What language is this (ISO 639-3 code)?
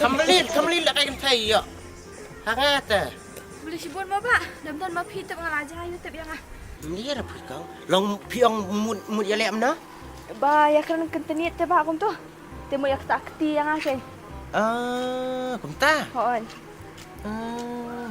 kha